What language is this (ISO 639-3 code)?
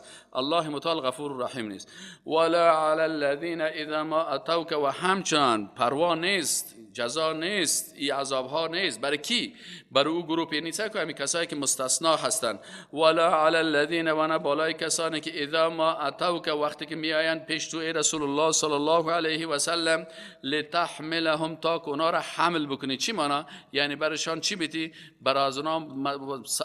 fas